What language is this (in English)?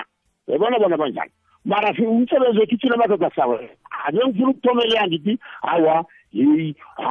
South Ndebele